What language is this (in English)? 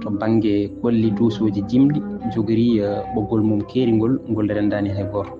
Fula